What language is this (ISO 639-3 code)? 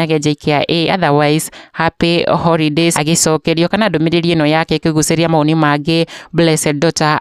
kik